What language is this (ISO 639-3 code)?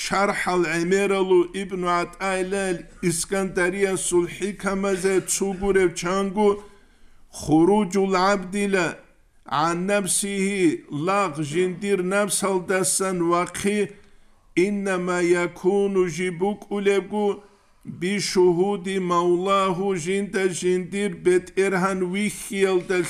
ava